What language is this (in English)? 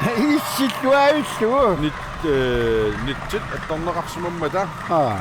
Kalaallisut